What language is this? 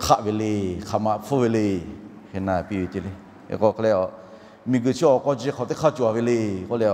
Lahu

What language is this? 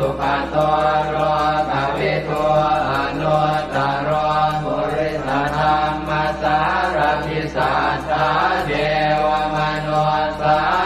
Pali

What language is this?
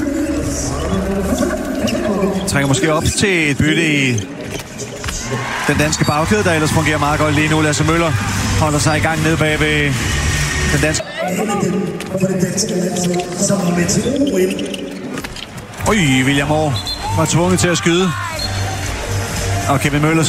Danish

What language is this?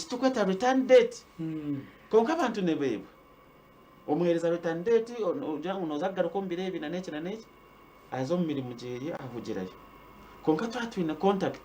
Nyankole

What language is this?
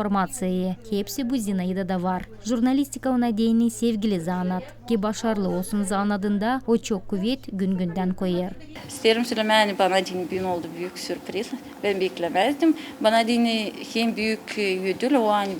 Gagauz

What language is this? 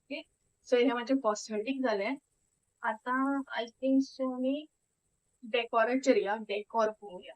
Konkani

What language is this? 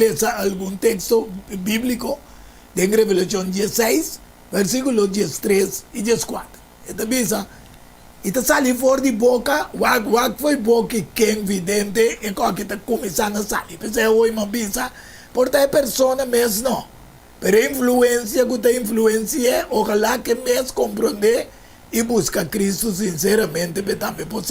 Papiamento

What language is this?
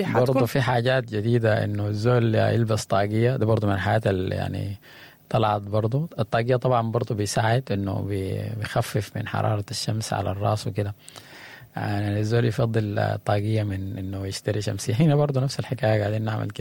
Sudanese Arabic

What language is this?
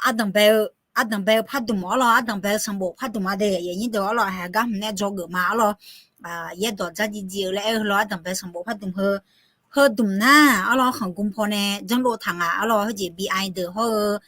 Akha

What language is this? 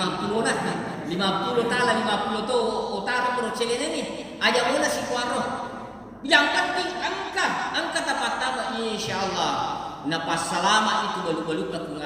Buginese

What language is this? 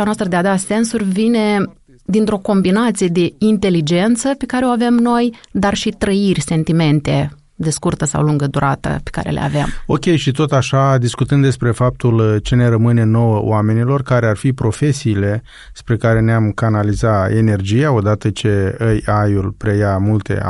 Romanian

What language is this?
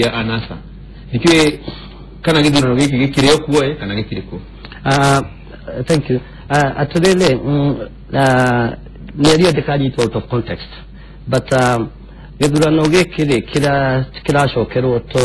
Kikuyu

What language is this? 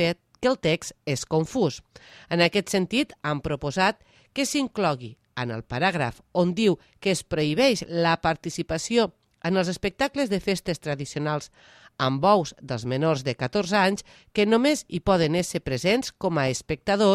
Catalan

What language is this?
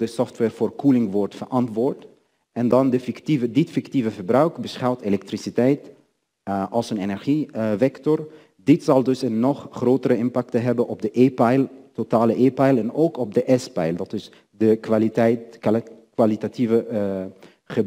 Dutch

